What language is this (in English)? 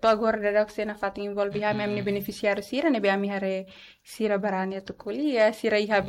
Tetum